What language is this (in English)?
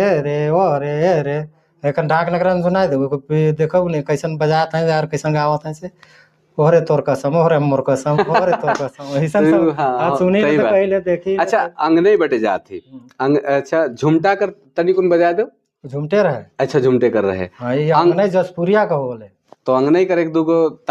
Sadri